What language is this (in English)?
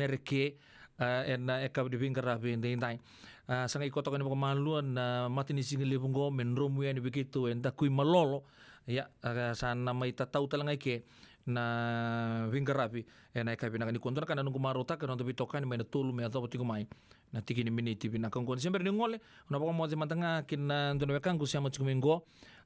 Fijian